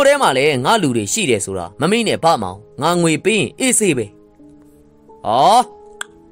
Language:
Burmese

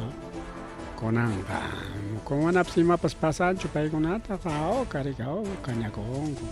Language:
Ayacucho Quechua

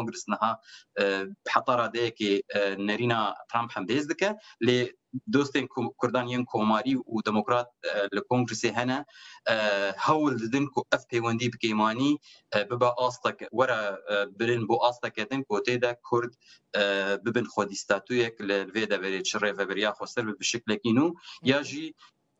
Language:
Kurdish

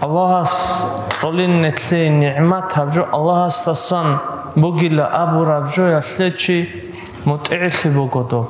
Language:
Avaric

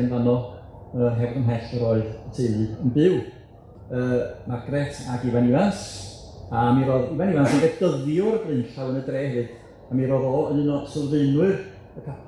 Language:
Welsh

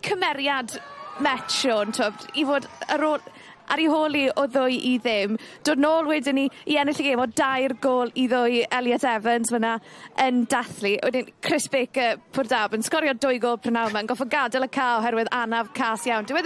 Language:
Welsh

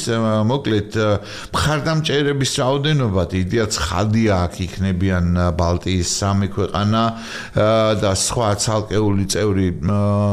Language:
Georgian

